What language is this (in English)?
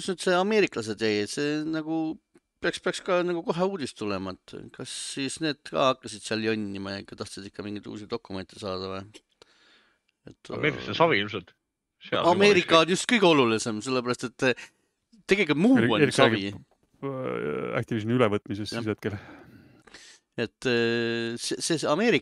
Estonian